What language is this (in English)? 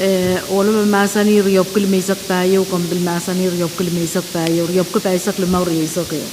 Pohnpeian